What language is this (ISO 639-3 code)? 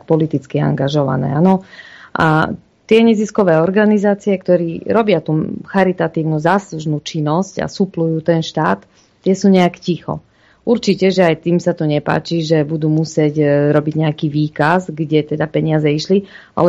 slk